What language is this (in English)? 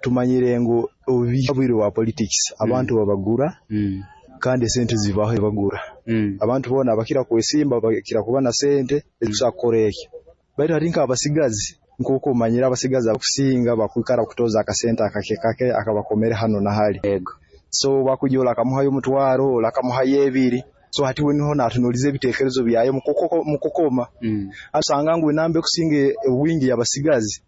Nyoro